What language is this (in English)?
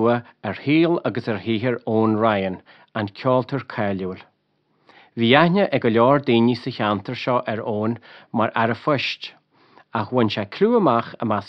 Irish